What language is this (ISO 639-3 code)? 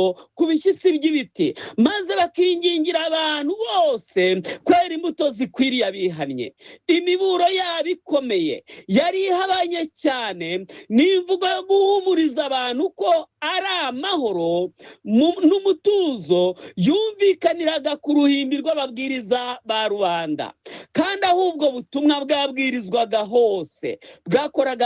kin